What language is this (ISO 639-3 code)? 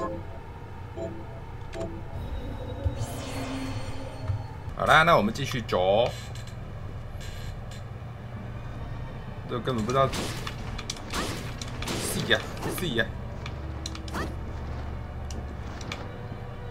zho